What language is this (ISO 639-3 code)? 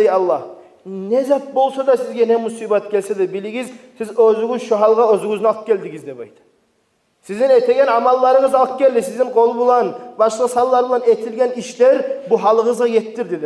kum